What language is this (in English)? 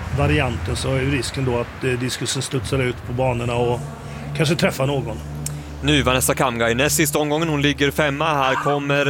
Swedish